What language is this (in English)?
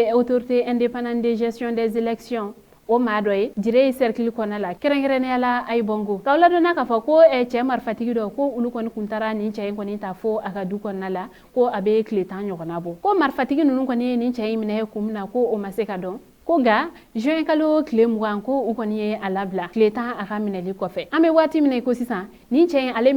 Bambara